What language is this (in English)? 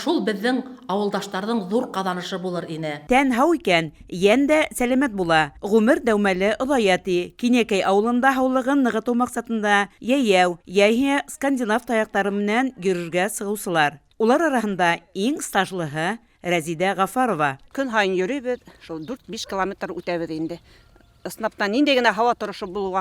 Bashkir